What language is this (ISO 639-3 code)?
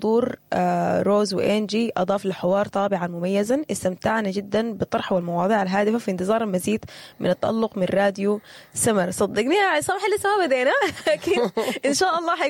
apd